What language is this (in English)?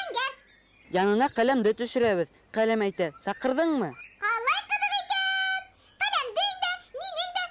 Bashkir